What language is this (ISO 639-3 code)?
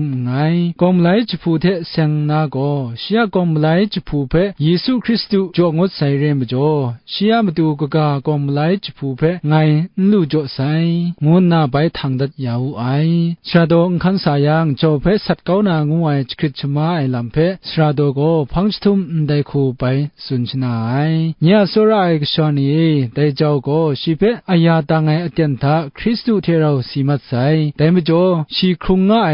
kac